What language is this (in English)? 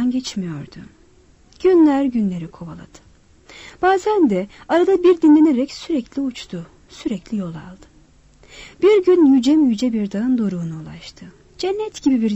Turkish